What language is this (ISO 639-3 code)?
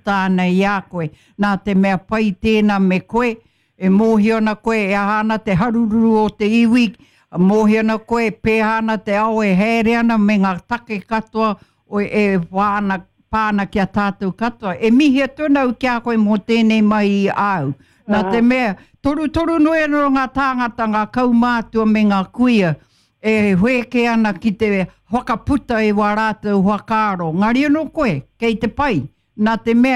mri